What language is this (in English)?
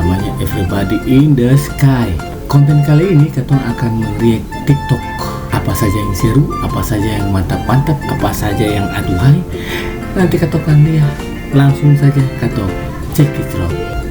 Ambonese Malay